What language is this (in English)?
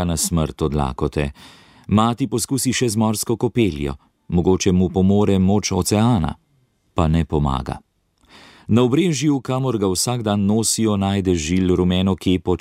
Slovenian